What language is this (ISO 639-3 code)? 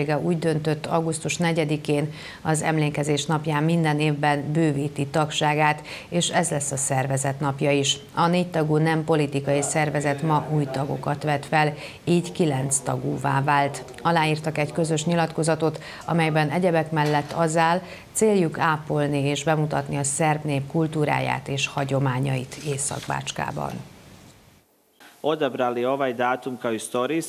hun